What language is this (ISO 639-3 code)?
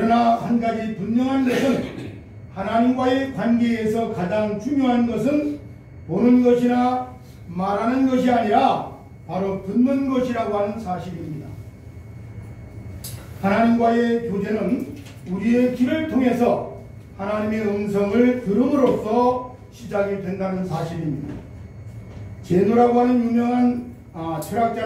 kor